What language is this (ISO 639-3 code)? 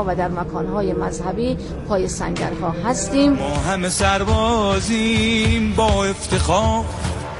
fas